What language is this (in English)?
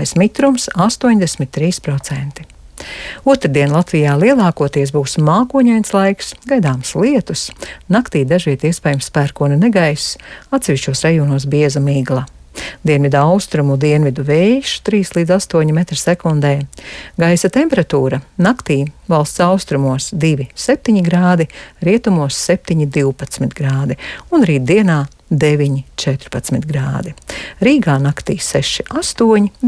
Latvian